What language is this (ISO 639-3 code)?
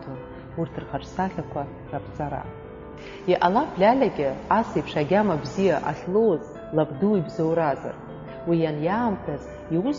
abk